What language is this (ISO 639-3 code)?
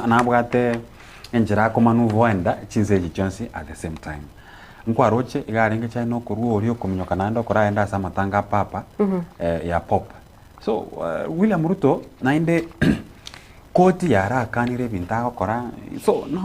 guz